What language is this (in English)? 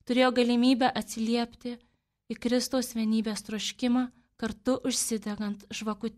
Lithuanian